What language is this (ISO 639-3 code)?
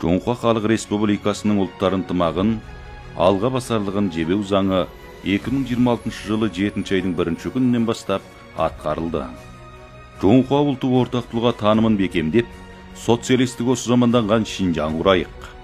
kaz